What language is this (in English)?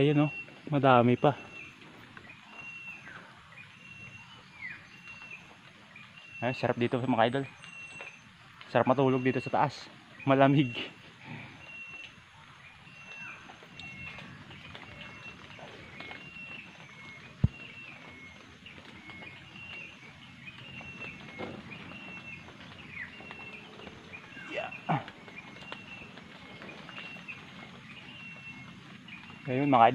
Filipino